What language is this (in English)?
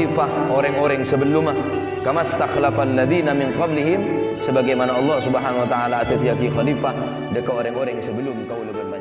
Madurese